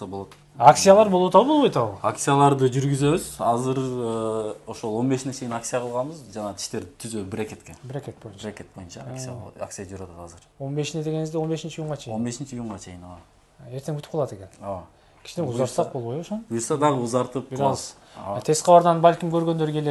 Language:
Kyrgyz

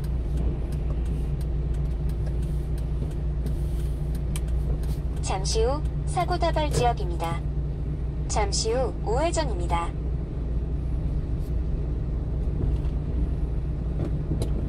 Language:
Korean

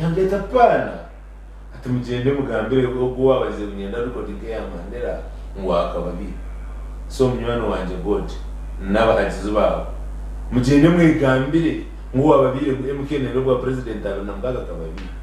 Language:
Nyankole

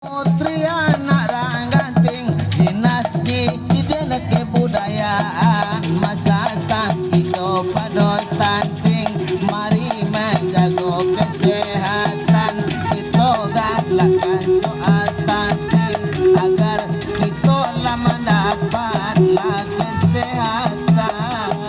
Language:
Minangkabau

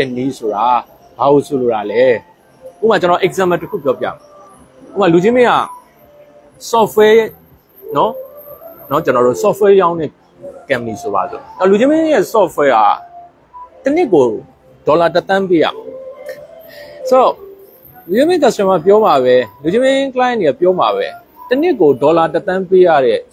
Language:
Burmese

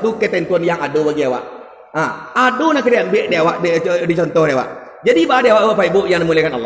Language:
Minangkabau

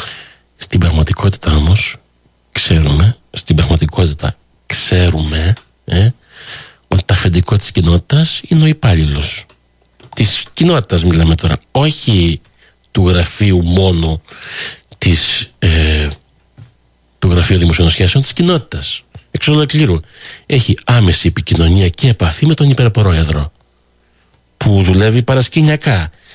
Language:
Greek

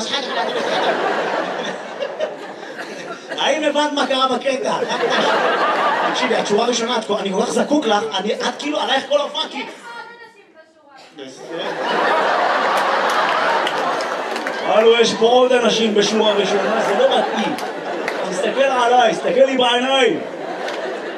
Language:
Hebrew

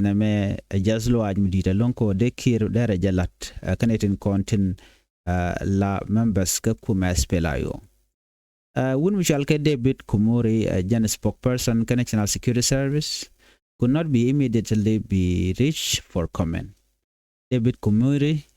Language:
Nuer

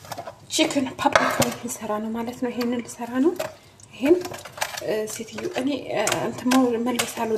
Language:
Amharic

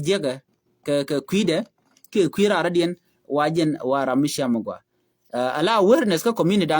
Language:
Nuer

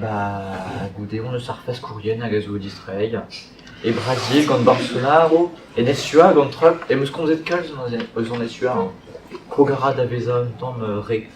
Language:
Breton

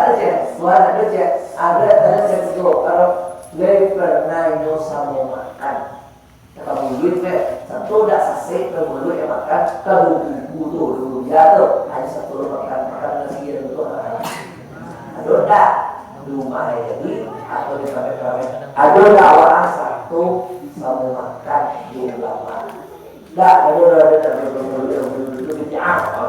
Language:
Minangkabau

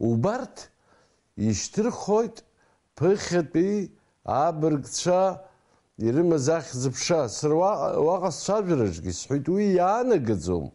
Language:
Abkhazian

